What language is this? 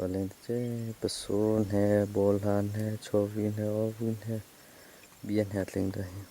Hakha Chin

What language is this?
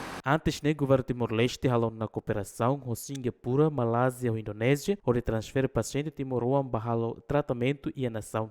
Tetum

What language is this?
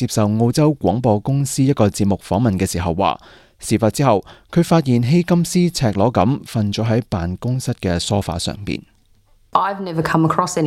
Cantonese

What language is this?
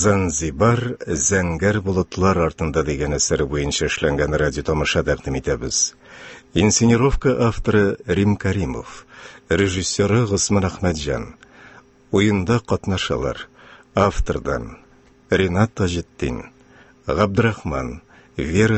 Tatar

